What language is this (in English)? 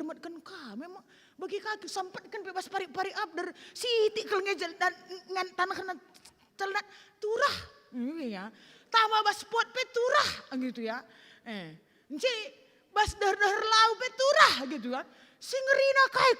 Batak Karo